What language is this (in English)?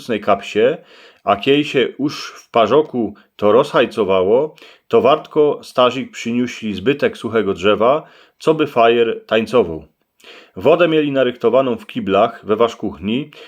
Silesian